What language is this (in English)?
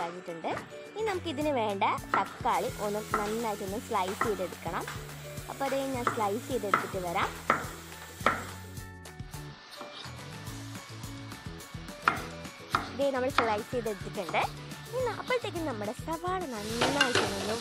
Malayalam